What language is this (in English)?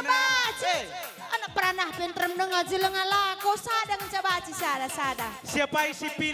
Batak Karo